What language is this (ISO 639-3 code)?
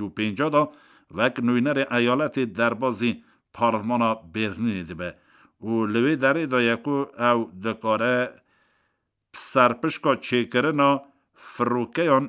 kur